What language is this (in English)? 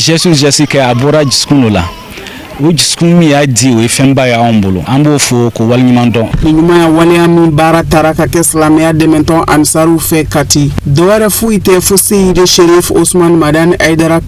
Bambara